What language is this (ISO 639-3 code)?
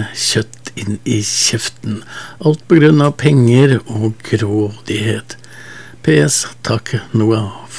nor